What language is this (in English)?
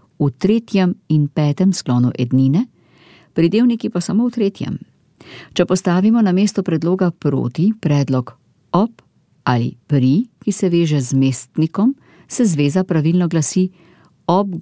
Slovenian